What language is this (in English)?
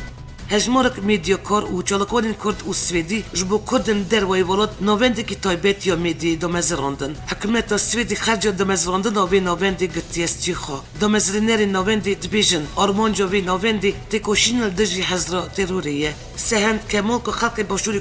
Kurdish